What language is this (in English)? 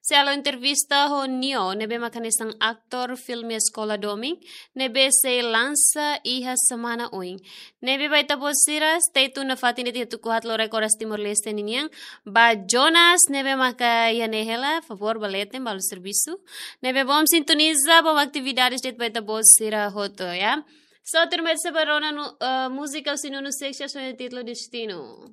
Tetum